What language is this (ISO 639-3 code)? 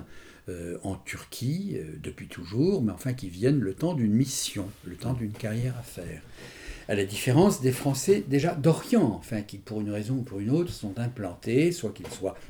fra